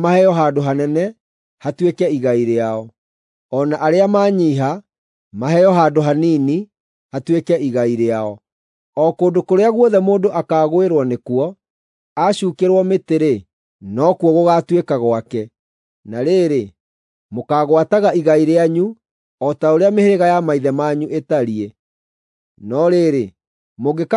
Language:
Kikuyu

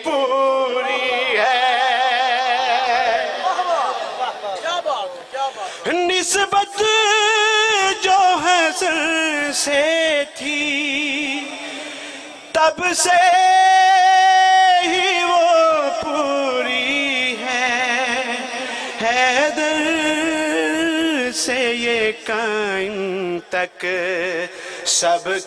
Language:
Urdu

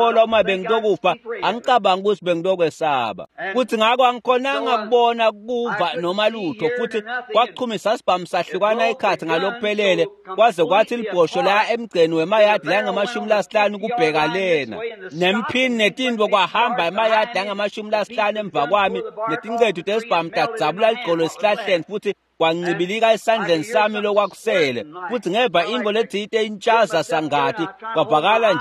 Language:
Swati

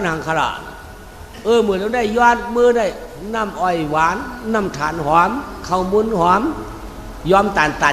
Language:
Shan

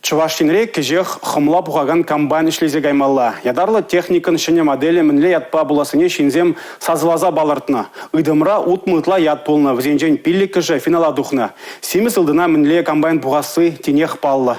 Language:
Chuvash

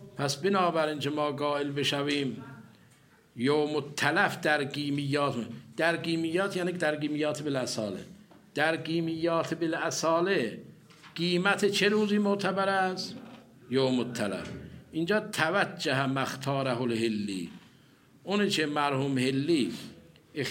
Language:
Persian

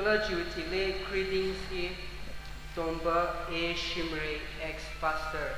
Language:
Tangkhul Naga (India)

